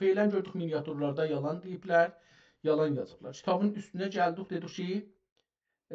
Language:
South Azerbaijani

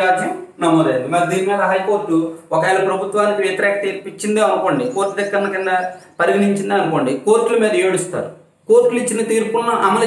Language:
Telugu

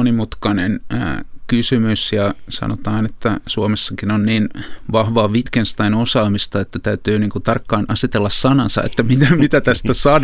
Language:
Finnish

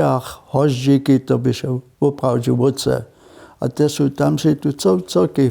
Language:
Upper Sorbian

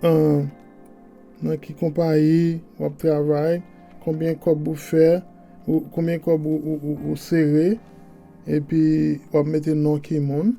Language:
Haitian Creole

